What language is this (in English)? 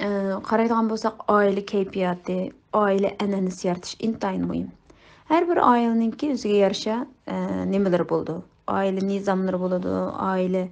Uyghur